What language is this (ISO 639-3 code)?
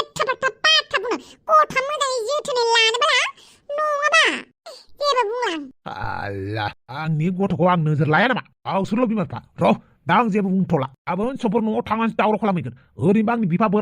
brx